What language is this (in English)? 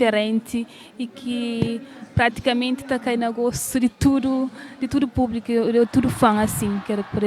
Kabuverdianu